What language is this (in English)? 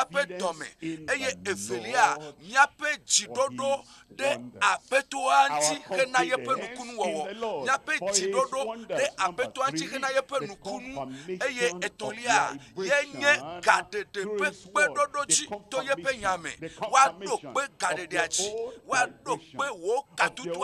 Ewe